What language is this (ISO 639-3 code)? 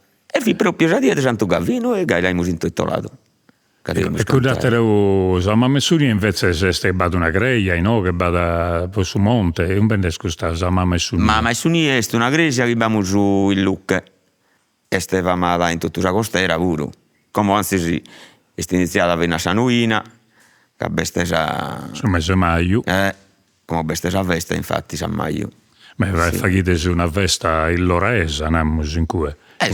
srd